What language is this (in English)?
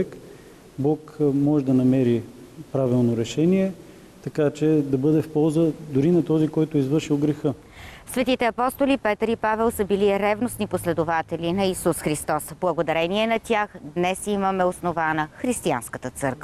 Bulgarian